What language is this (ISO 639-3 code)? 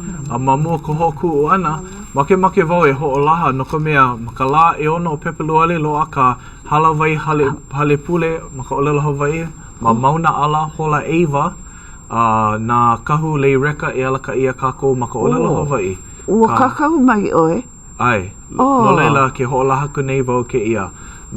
haw